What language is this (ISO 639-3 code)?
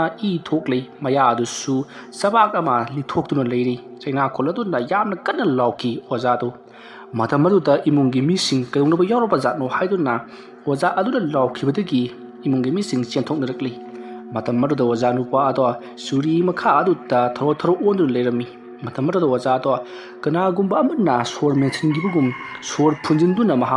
mni